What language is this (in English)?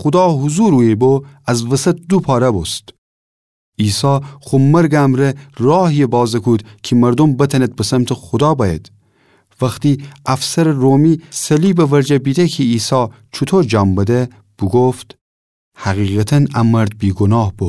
Gilaki